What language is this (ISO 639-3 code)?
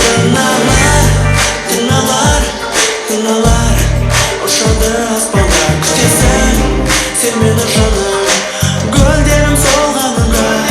kaa